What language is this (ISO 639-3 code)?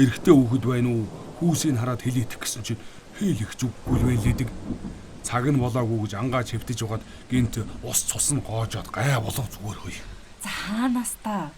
mon